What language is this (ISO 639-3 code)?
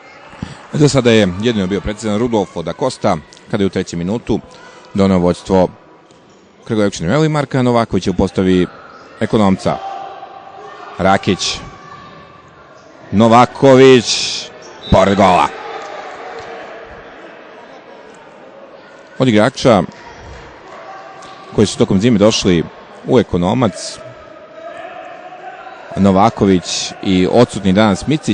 srp